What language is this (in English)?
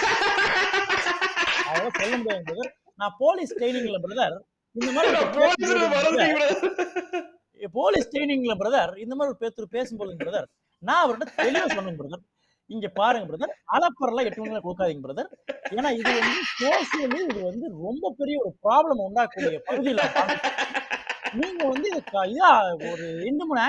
Tamil